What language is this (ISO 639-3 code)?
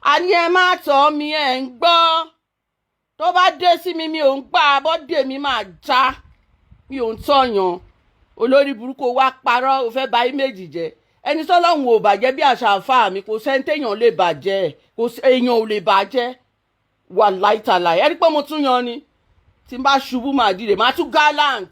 yor